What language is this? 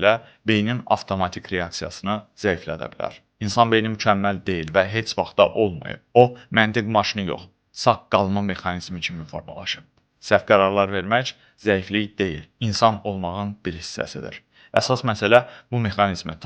Azerbaijani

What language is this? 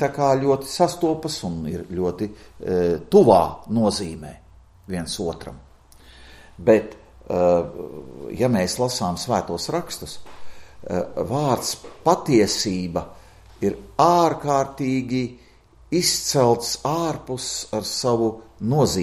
Latvian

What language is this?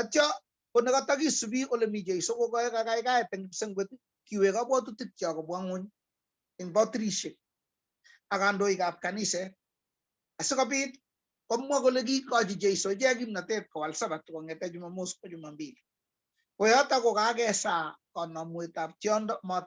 Kalenjin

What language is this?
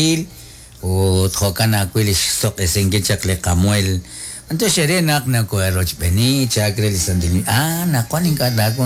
Kekchí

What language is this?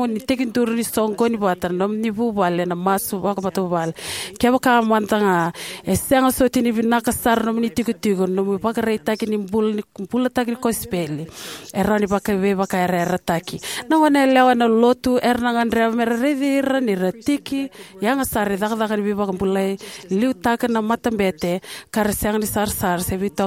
Fijian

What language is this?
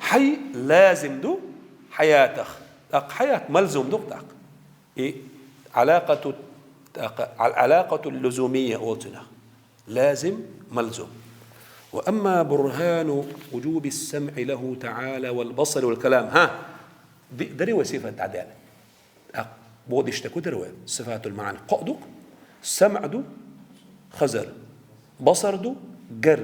Chechen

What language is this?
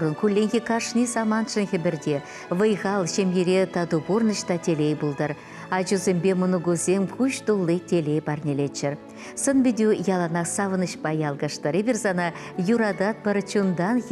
Chuvash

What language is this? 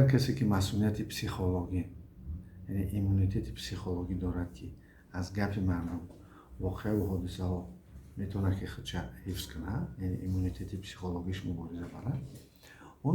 Tajik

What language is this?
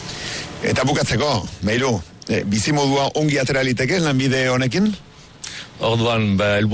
Basque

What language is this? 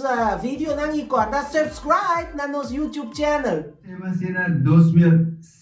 Papiamento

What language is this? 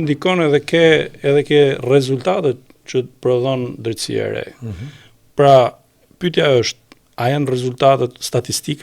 Albanian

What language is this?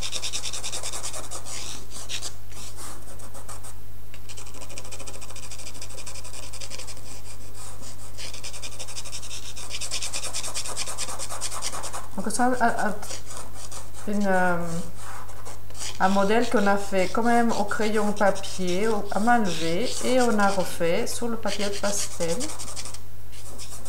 French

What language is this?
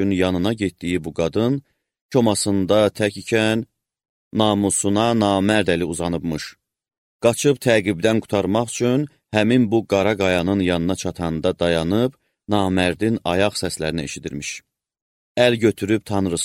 Azerbaijani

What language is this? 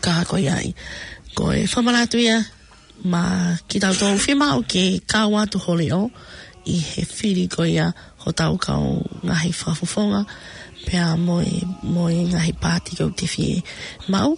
Tongan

